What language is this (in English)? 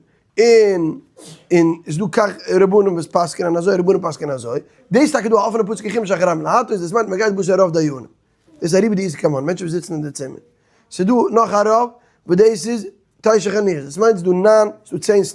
Yiddish